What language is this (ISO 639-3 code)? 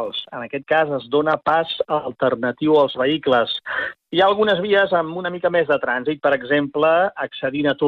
cat